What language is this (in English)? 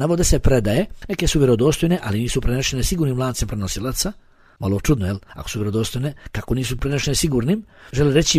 Bosnian